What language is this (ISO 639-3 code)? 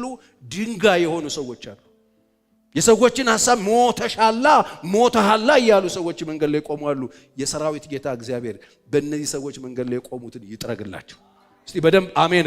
amh